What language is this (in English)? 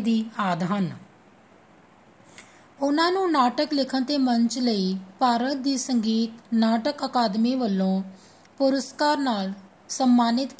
Punjabi